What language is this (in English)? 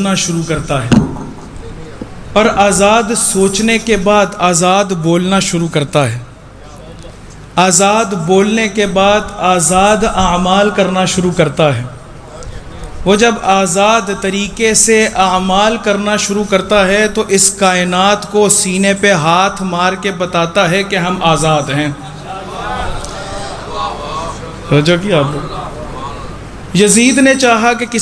Urdu